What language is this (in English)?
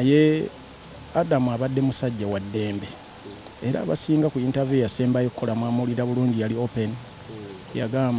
Ganda